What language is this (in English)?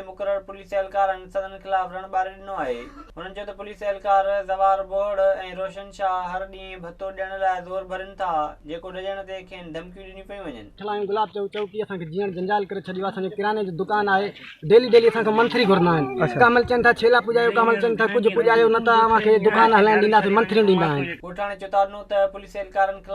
Sindhi